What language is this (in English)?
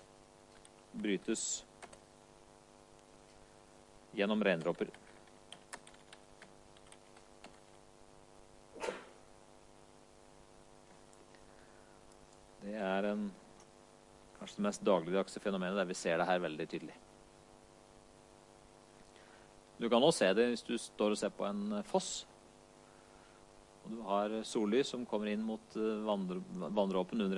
Norwegian